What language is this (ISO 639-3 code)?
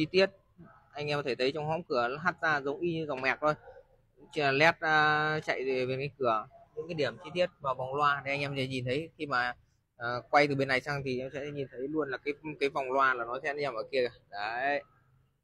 vie